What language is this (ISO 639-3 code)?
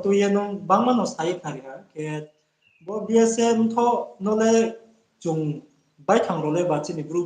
ria